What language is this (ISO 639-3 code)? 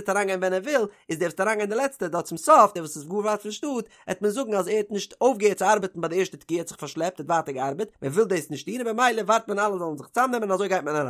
yid